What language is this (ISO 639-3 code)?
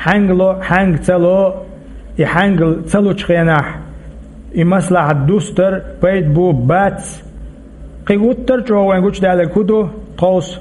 che